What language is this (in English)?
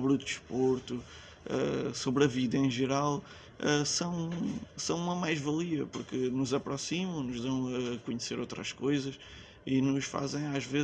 Portuguese